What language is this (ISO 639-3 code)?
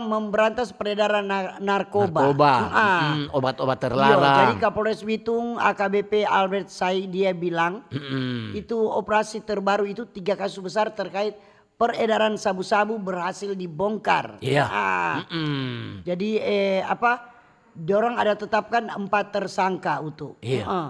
xmm